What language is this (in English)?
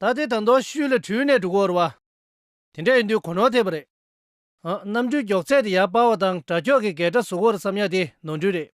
Tibetan